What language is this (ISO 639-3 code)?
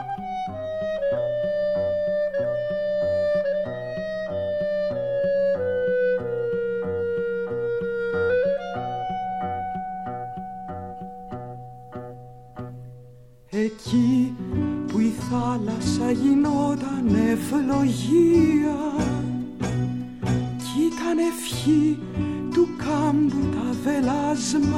ell